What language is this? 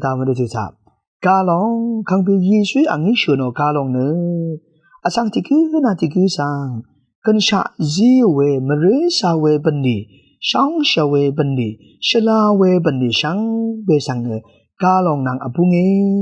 Rawang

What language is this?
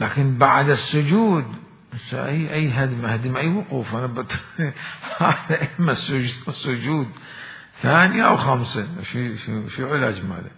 Mesopotamian Arabic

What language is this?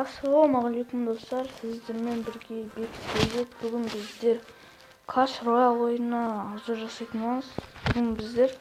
Kazakh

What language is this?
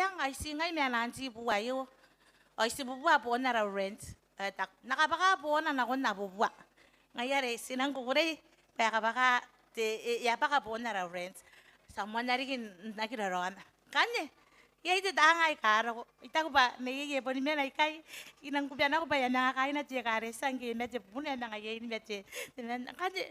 Gilbertese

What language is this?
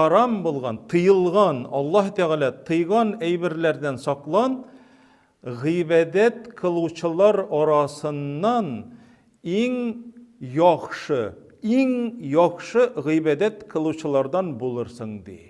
Tatar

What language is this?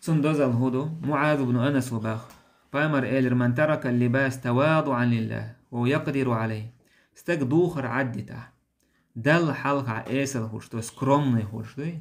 Chechen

